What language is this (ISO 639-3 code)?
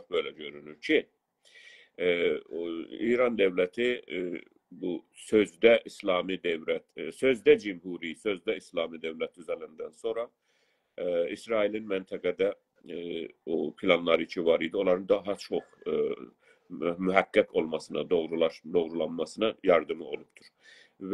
azb